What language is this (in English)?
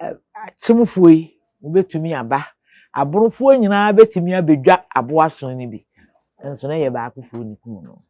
Akan